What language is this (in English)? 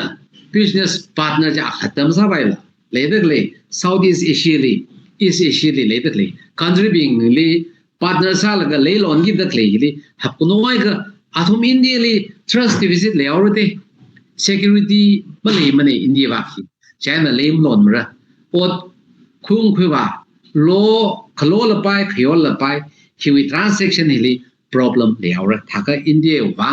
Tangkhul Naga (India)